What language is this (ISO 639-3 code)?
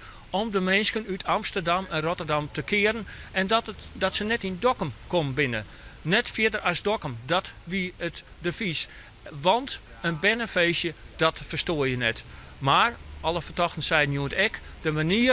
fry